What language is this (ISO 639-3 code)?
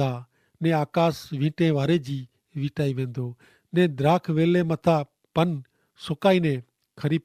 kfr